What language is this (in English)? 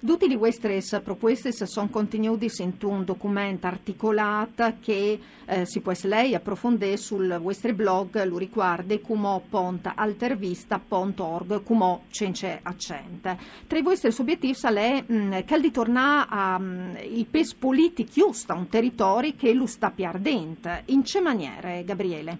Friulian